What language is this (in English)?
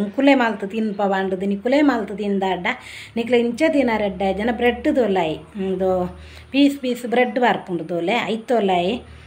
Tulu